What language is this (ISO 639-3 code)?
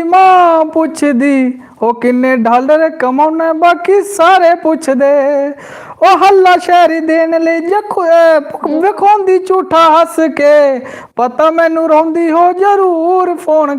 doi